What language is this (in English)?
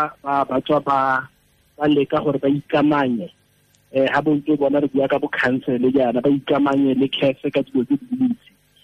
Tswana